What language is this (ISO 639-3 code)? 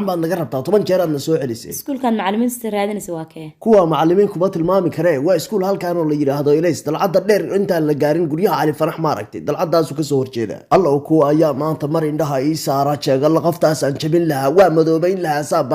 som